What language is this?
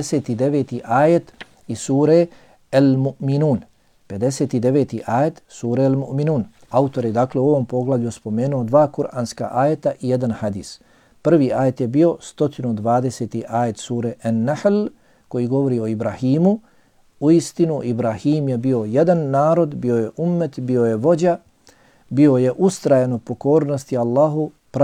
Bosnian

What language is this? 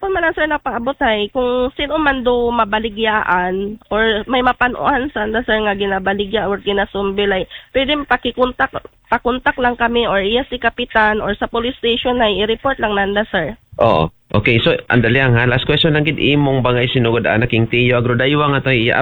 Aklanon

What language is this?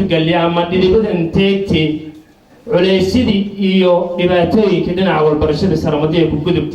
Somali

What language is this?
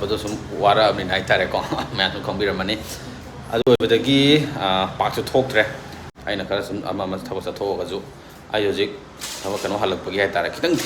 Manipuri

